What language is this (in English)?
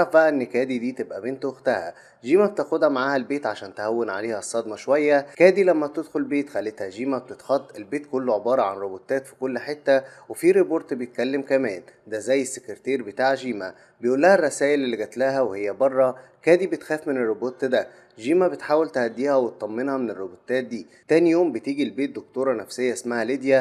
Egyptian Arabic